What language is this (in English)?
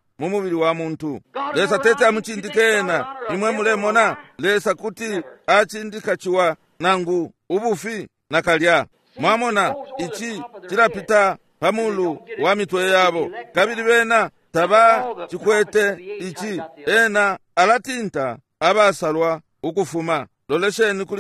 Bemba